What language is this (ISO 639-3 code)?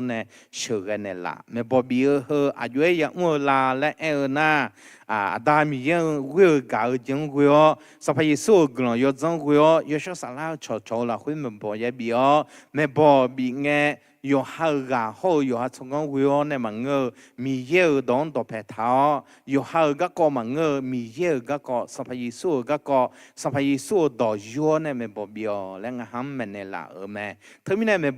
ahk